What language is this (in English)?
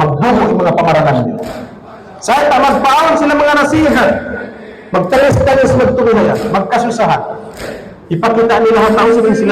Tausug